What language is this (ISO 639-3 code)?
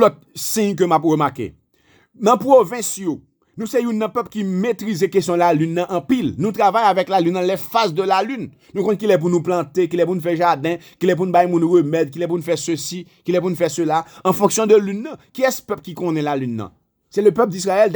hat